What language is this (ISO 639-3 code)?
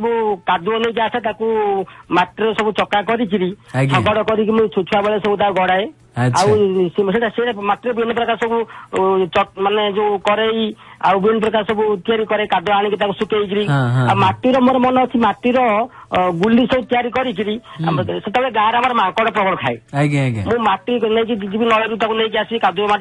ori